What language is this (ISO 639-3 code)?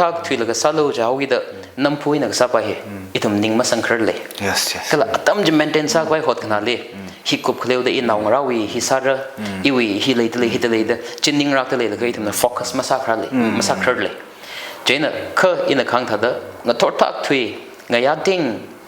nmf